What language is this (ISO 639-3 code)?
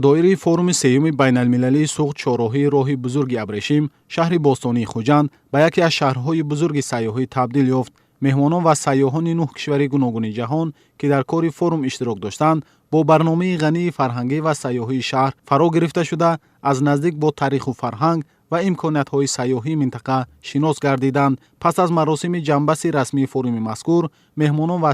tgk